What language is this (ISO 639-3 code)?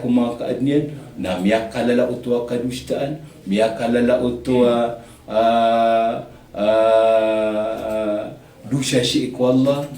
mrw